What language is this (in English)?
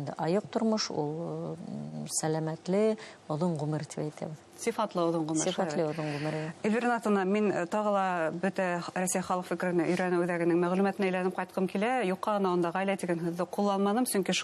Bashkir